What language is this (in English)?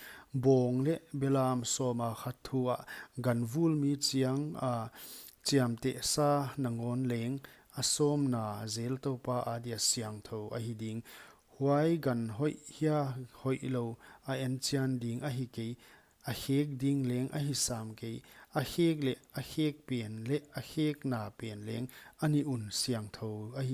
Paite Chin